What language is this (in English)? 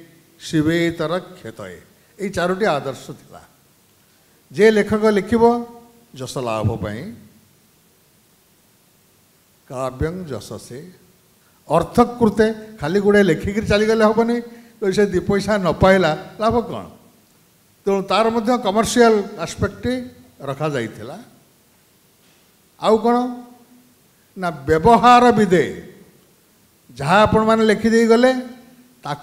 Odia